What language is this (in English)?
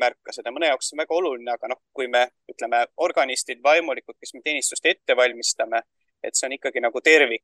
Estonian